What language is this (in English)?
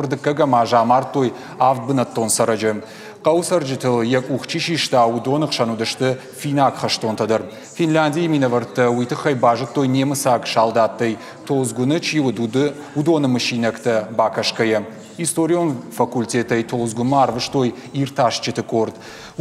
Ossetic